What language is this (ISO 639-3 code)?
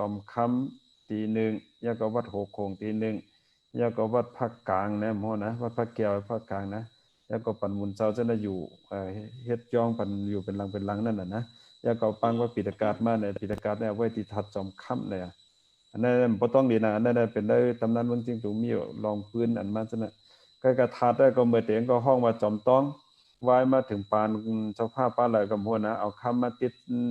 shn